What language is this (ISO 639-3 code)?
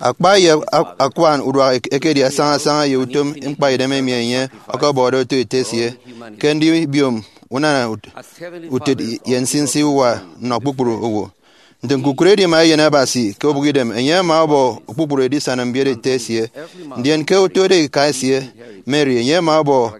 efi